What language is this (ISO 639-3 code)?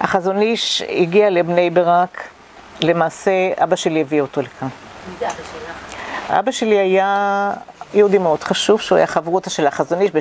heb